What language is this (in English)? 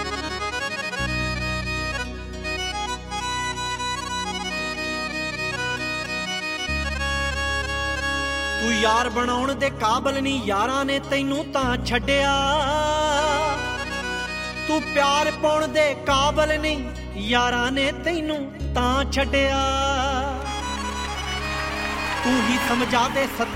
Punjabi